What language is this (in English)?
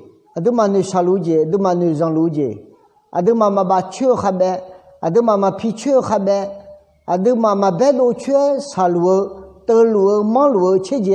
Akha